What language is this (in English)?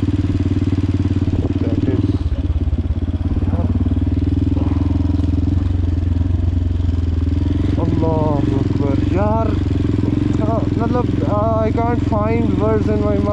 Hindi